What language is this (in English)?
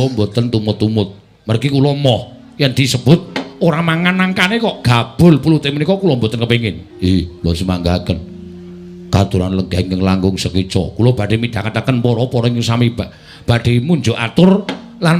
Javanese